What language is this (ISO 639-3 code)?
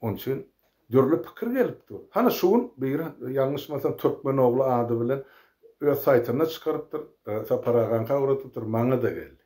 tuk